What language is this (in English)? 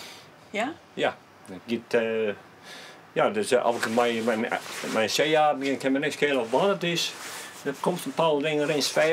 Western Frisian